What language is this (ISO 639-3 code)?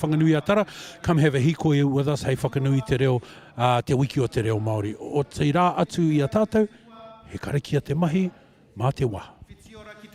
mri